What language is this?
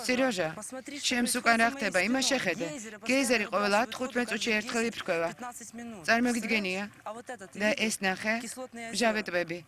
Georgian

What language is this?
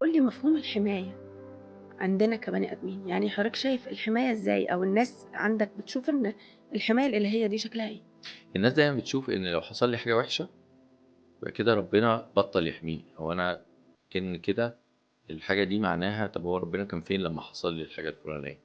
Egyptian Arabic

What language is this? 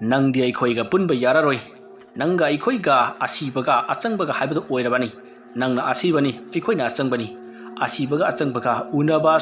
Manipuri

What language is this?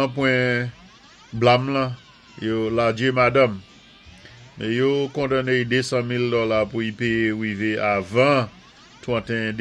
Saint Lucian Creole French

